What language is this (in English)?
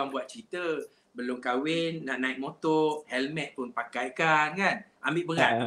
Malay